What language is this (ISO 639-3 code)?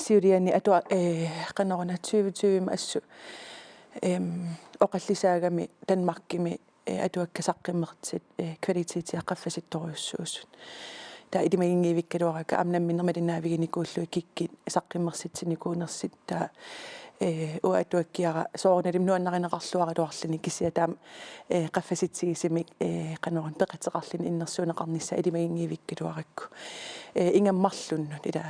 kal